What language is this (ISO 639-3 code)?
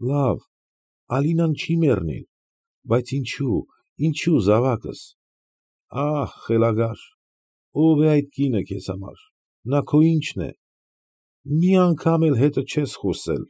hye